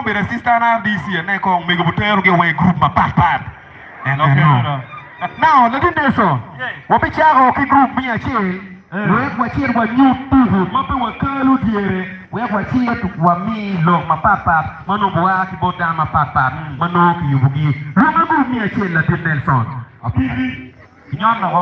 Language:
Acoli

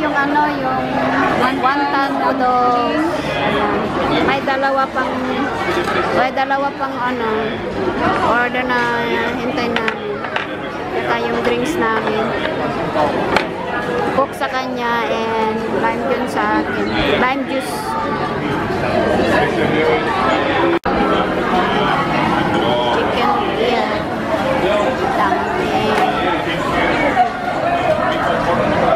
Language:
Filipino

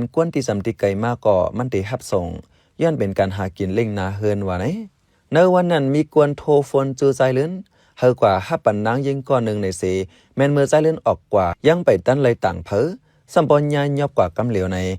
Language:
Shan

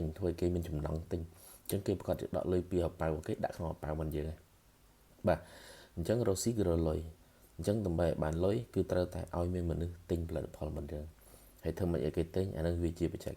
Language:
Khmer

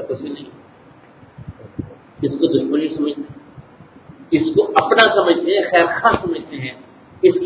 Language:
Urdu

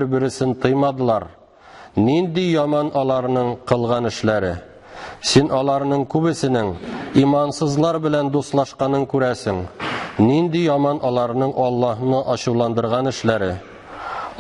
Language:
Tatar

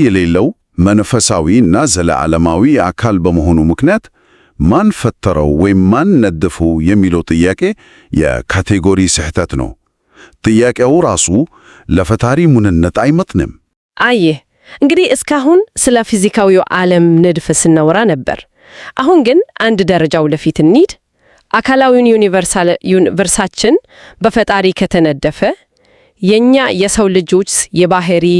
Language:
Amharic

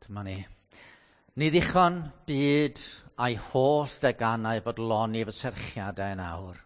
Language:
Welsh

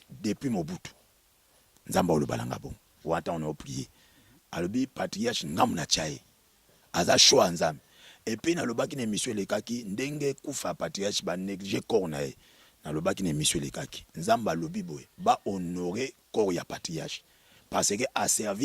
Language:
Lingala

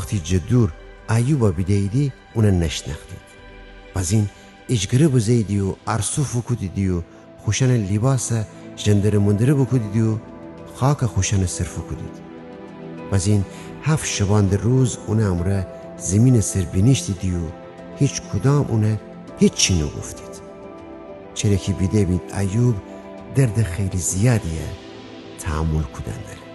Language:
Gilaki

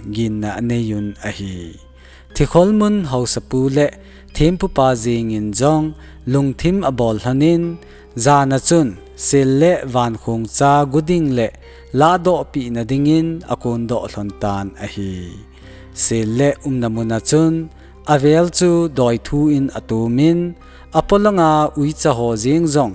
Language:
Thado Chin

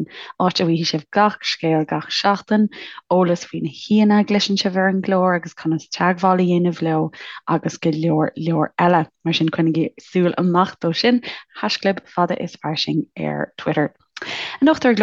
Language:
Irish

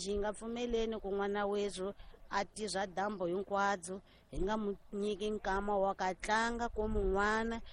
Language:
Tsonga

